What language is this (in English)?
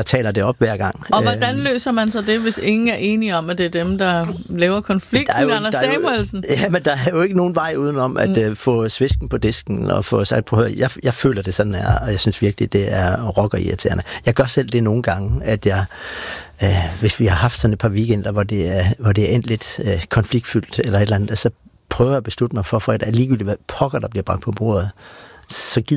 Danish